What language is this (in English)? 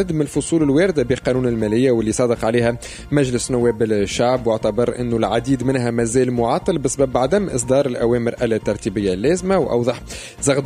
Tunisian Arabic